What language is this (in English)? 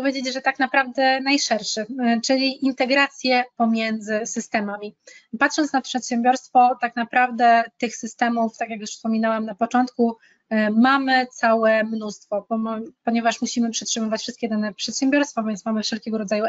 Polish